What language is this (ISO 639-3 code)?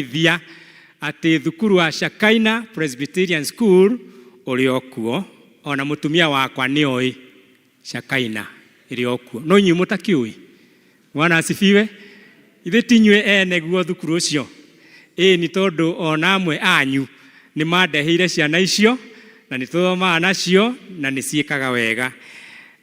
kik